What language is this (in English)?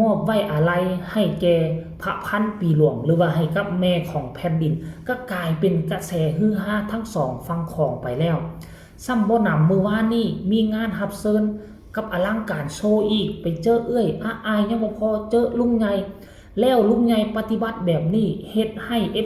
Northeastern Thai